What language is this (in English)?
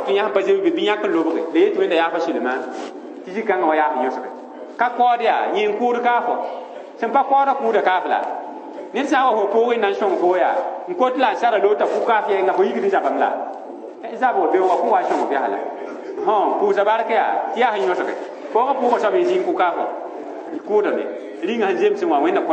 Mossi